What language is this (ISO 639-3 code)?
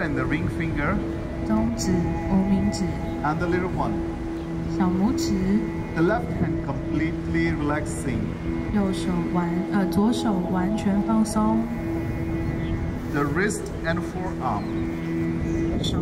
zho